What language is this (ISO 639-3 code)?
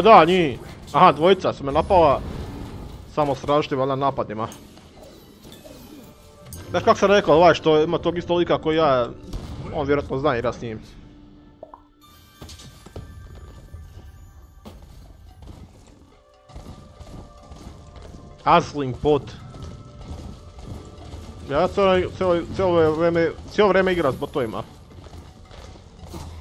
hrv